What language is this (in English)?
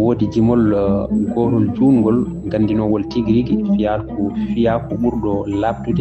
Fula